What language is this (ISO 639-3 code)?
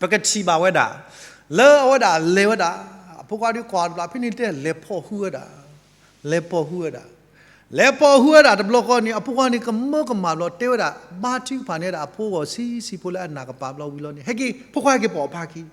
ksw